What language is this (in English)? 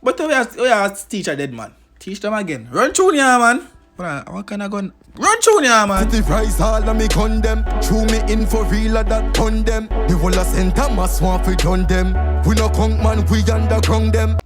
Jamaican Creole English